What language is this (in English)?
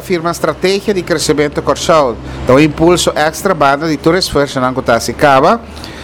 Papiamento